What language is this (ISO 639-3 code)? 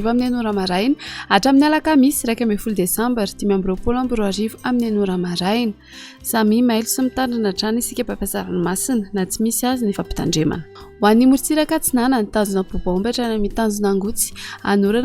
mlg